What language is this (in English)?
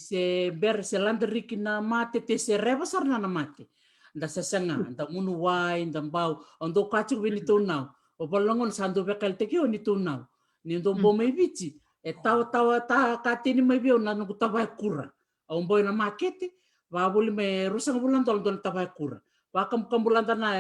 Fijian